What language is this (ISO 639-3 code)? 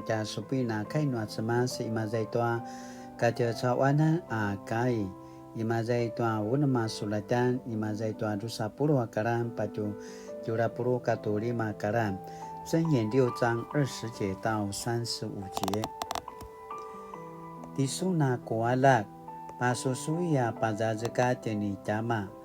pwn